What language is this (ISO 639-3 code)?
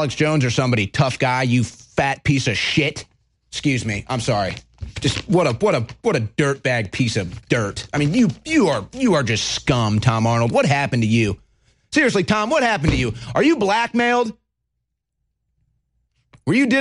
eng